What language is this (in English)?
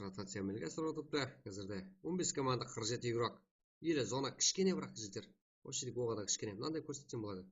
Kara-Kalpak